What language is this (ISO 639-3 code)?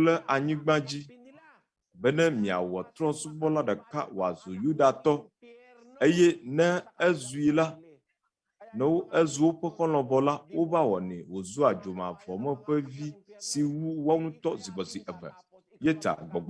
ewe